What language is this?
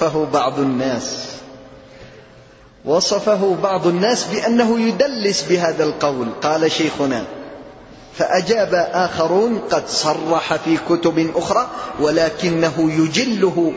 Arabic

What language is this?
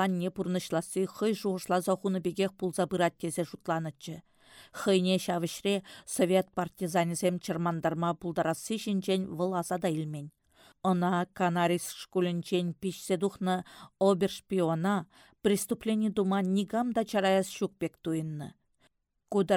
Chuvash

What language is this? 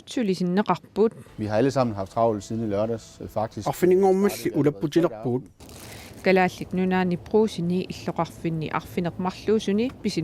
Kalaallisut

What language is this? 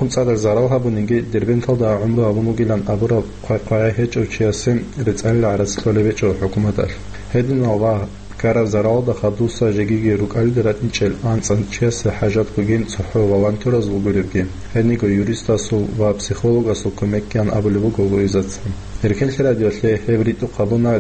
Avaric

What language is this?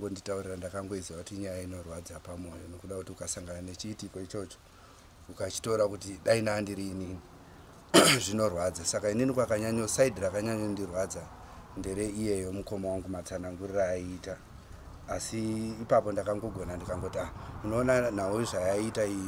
Shona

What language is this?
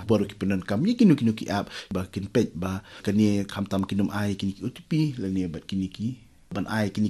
Khasi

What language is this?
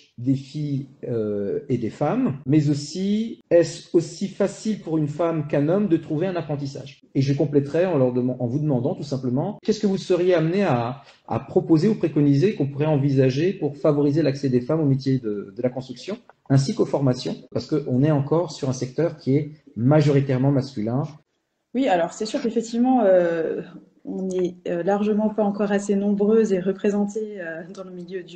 French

